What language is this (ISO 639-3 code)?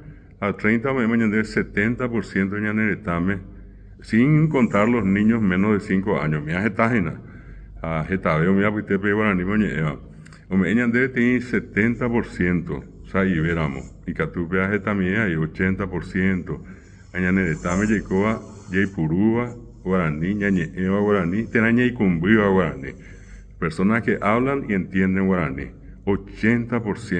grn